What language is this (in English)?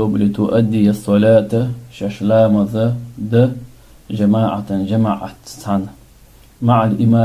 Chechen